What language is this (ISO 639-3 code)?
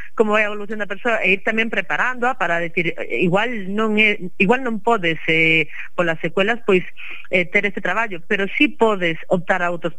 glg